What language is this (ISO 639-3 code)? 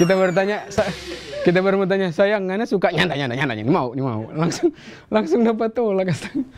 xmm